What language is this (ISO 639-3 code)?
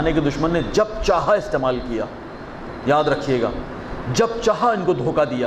urd